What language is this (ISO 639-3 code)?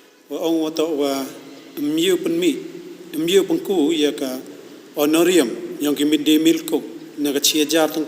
kha